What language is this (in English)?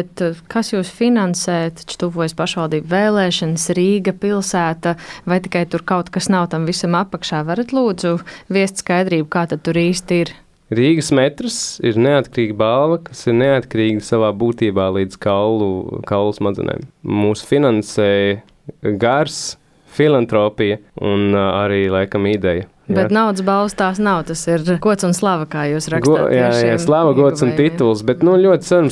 Latvian